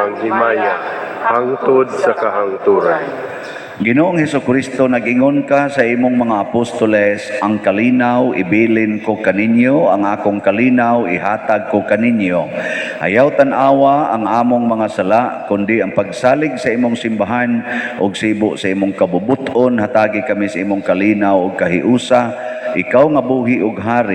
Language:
Cebuano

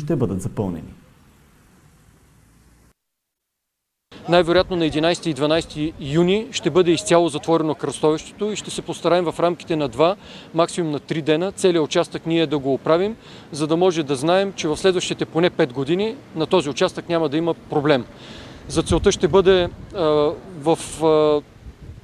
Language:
Bulgarian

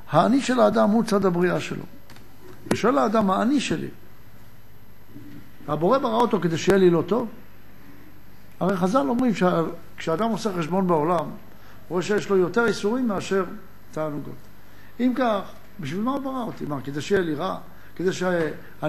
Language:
Hebrew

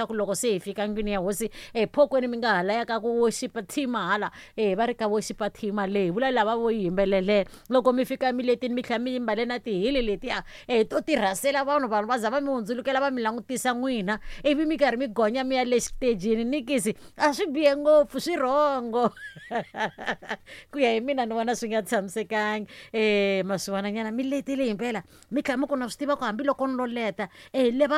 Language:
Tsonga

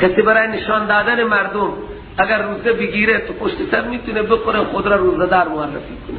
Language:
Persian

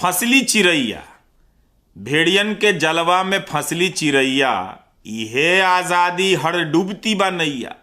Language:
Bhojpuri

